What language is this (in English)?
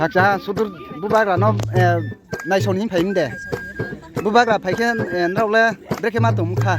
Riang (India)